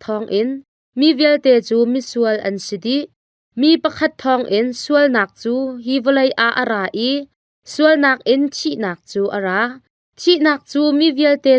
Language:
Hakha Chin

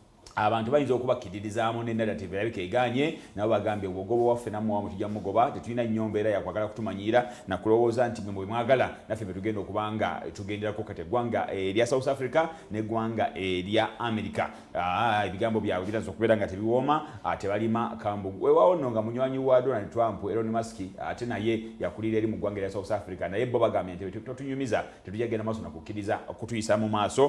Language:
Ganda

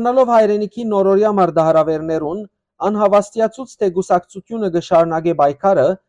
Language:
Western Armenian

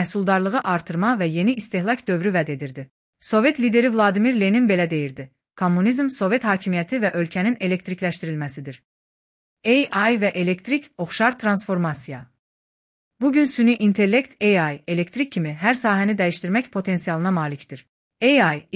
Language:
Azerbaijani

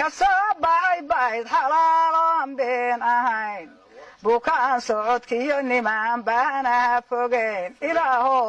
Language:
Somali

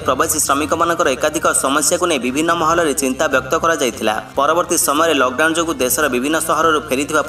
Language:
Odia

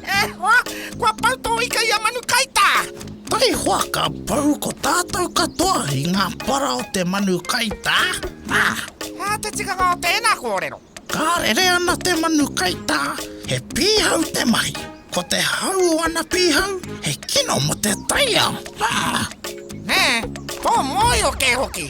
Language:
Māori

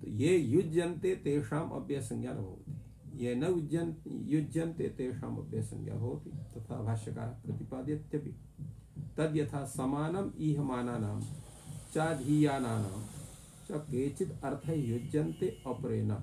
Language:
Sanskrit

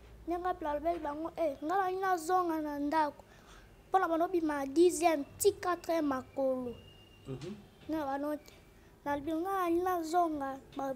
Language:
Lingala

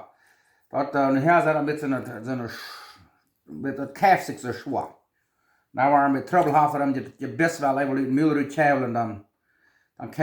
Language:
Plautdietsch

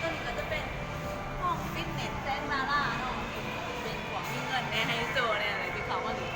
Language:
Lao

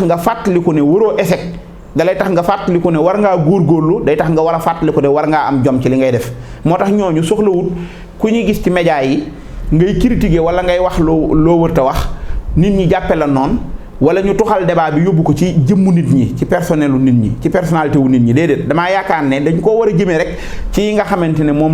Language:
Wolof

